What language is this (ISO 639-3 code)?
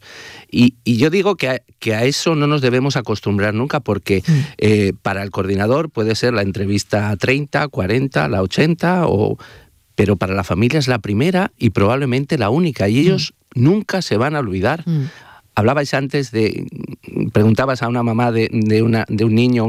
spa